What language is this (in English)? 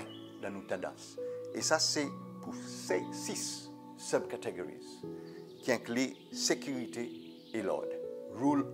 Seselwa Creole French